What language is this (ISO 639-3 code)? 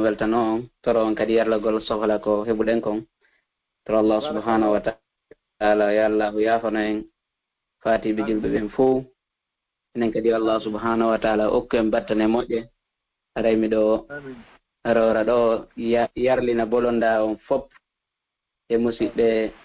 ful